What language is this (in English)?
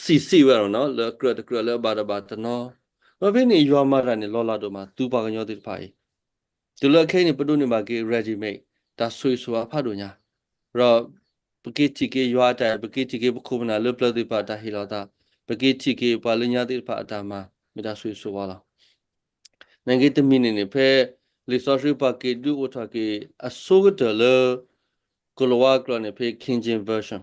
S'gaw Karen